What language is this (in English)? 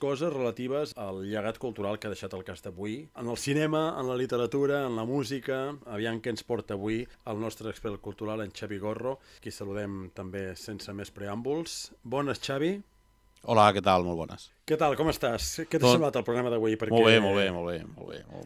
Catalan